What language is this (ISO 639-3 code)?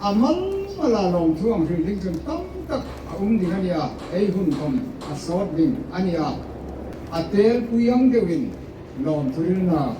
hmr